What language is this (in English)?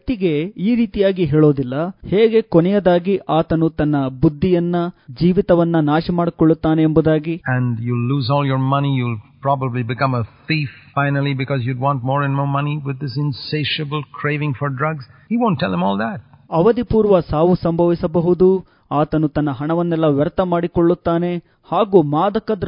Kannada